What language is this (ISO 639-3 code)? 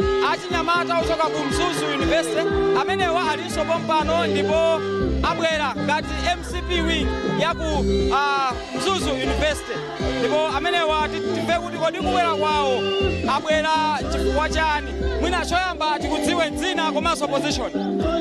nya